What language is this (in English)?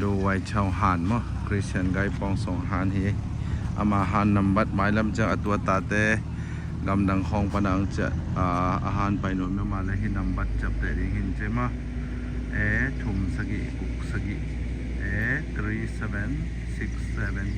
Tedim Chin